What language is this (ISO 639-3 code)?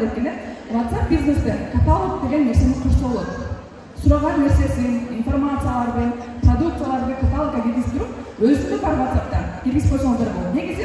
kir